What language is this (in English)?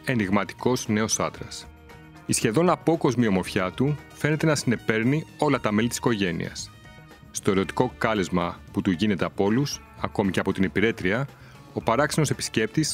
Greek